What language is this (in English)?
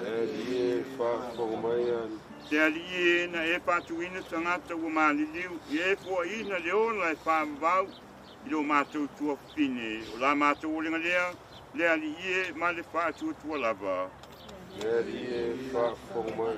Samoan